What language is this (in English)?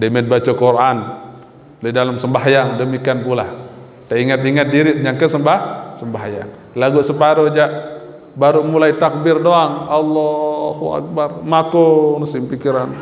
Sasak